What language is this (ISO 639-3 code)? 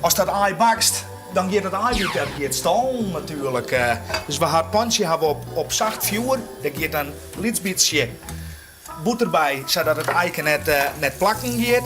fry